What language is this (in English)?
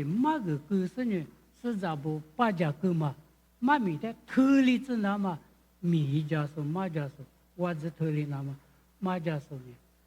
Lisu